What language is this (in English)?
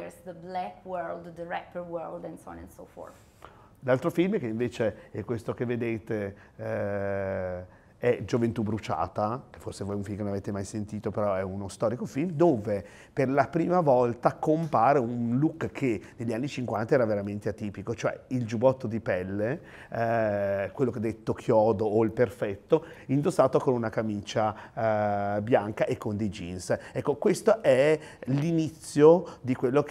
Italian